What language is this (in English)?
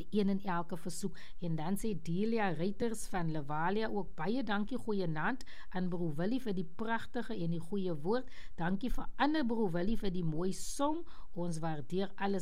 Afrikaans